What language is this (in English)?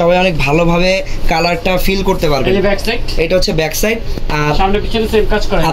Bangla